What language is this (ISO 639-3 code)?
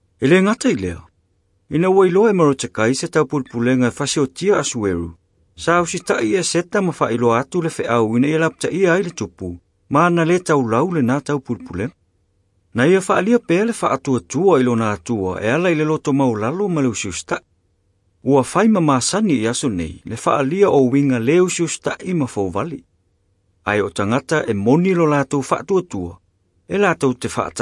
smo